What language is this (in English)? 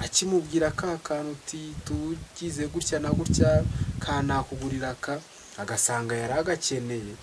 Kinyarwanda